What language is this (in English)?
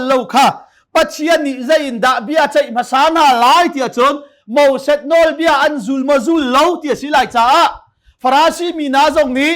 Hakha Chin